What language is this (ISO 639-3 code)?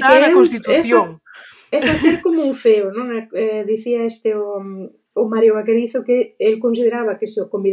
glg